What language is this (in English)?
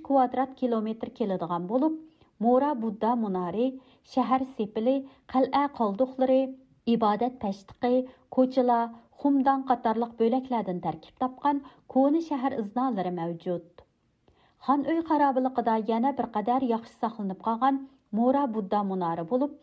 Uyghur